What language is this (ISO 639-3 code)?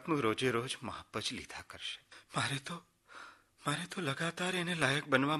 guj